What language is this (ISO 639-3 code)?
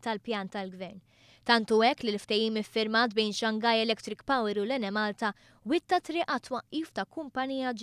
mlt